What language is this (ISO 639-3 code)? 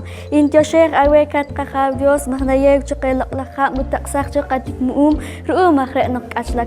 poh